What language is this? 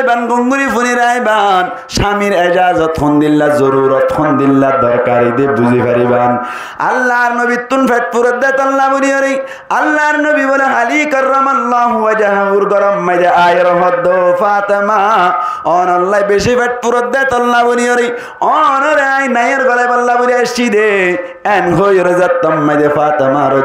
Rohingya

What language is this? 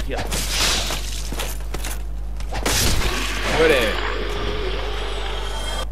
Spanish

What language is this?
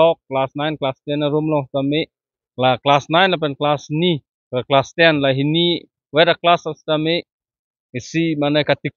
Karbi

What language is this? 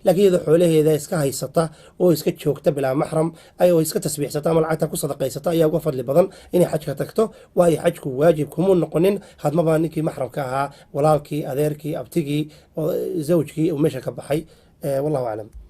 Somali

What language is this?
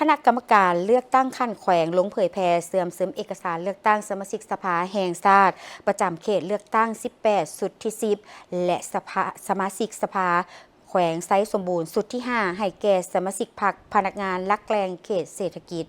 Lao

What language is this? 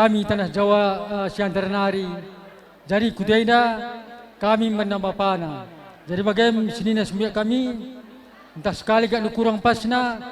Batak Karo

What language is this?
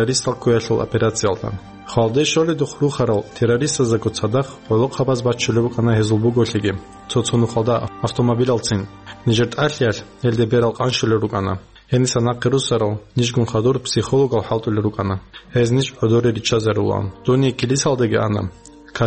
Avaric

